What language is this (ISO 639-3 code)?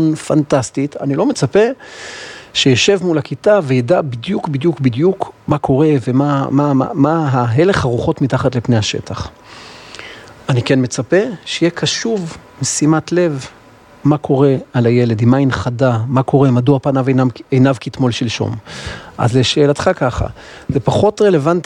heb